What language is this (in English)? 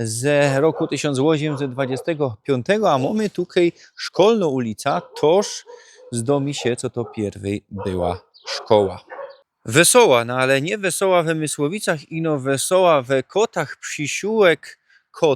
Silesian